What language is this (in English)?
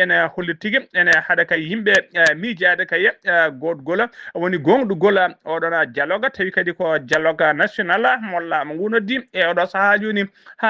Fula